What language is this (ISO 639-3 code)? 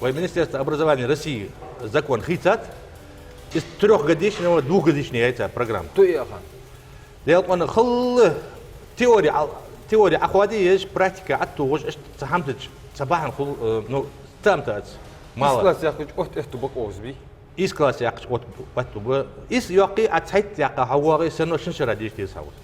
inh